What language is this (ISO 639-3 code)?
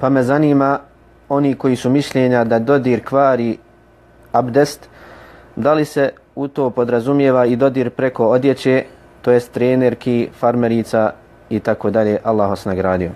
bos